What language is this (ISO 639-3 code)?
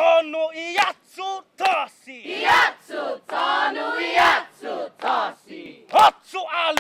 cha